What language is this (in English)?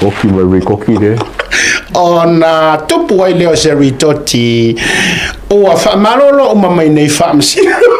Samoan